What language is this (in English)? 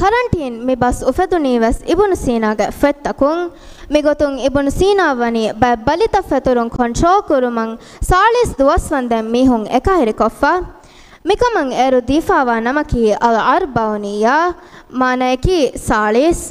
Divehi